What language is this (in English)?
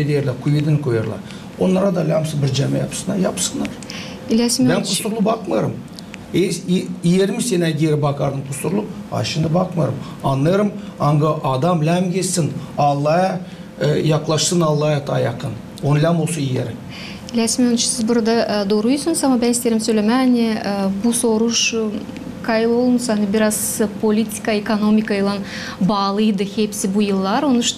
Gagauz